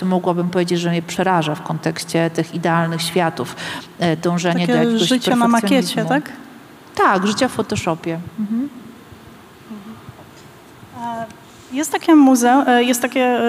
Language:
Polish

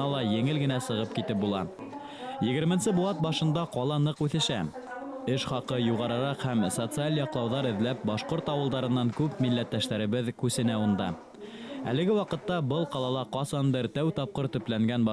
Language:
Bashkir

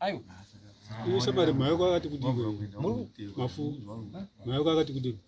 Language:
Shona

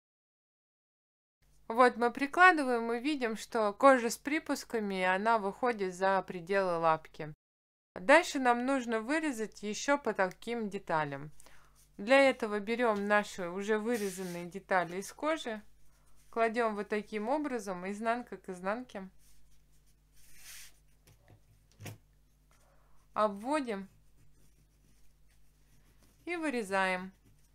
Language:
Russian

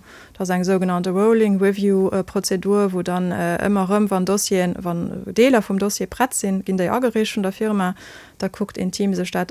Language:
Luxembourgish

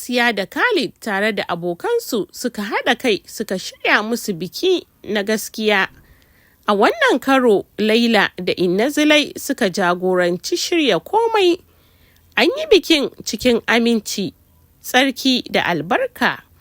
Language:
Hausa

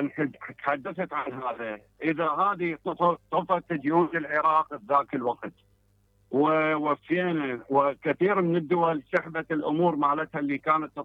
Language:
Mesopotamian Arabic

